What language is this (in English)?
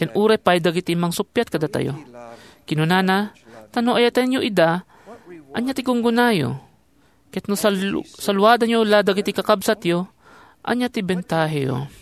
Iloko